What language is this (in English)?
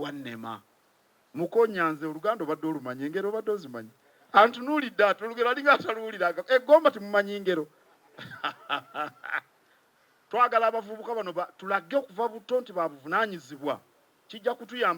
Ganda